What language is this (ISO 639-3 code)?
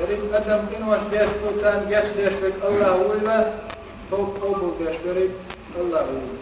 che